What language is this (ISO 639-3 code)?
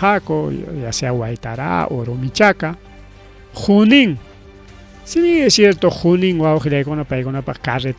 quy